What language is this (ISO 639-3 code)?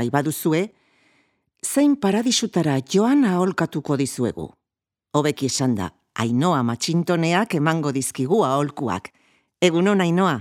eus